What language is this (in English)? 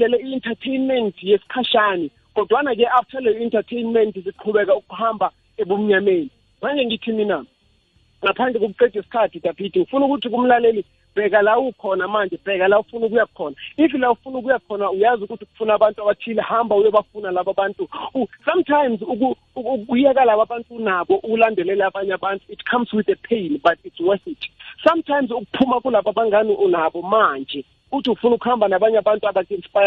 South Ndebele